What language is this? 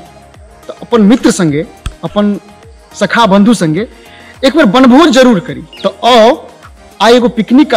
Maithili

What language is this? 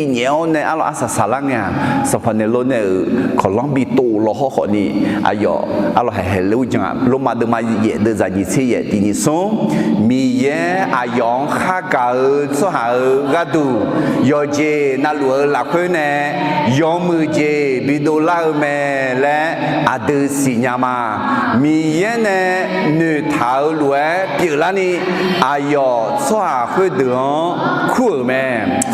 Akha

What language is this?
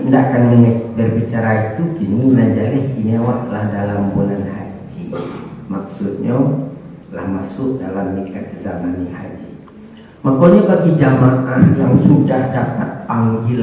Minangkabau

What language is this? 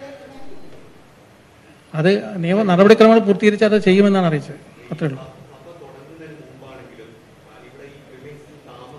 Malayalam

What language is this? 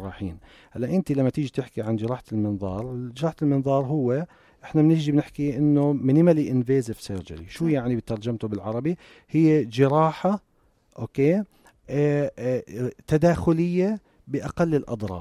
North Levantine Arabic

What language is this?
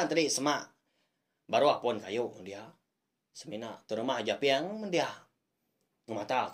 Iban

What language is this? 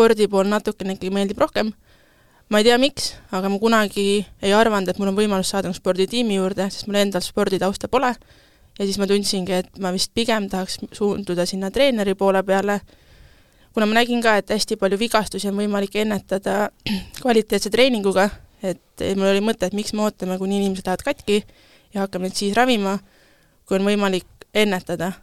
Estonian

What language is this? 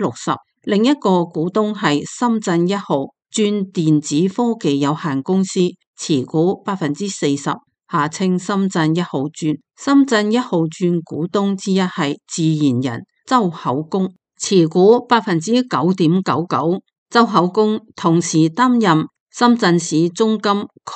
Cantonese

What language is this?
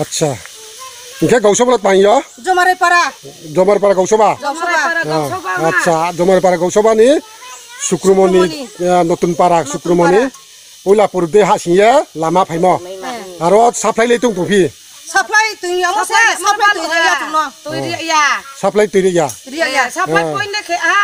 Riang (India)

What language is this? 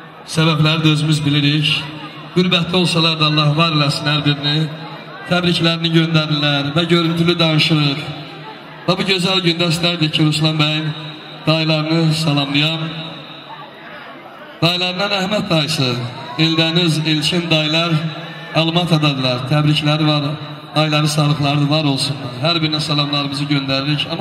Azerbaijani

